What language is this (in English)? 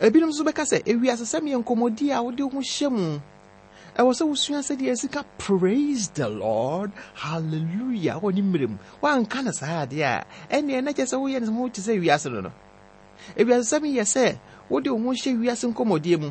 Akan